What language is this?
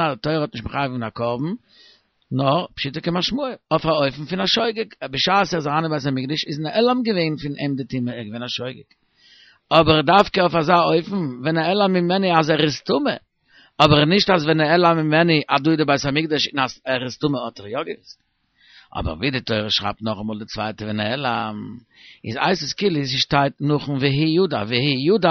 Yiddish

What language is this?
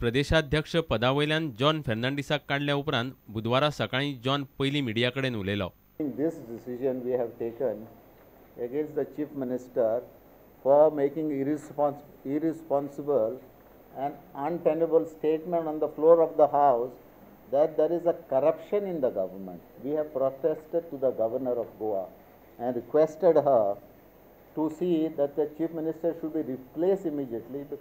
Konkani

